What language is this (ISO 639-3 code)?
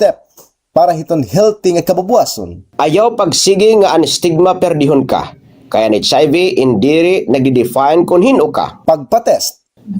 war